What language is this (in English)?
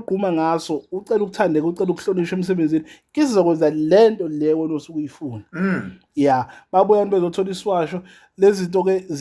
Zulu